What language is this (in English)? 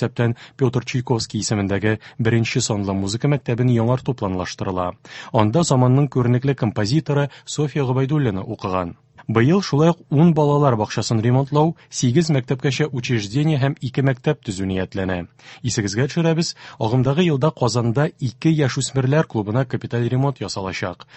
Tatar